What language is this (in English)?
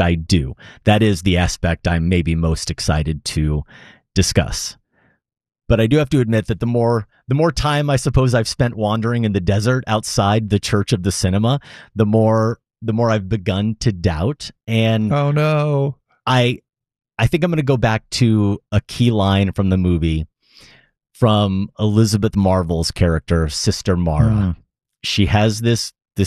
English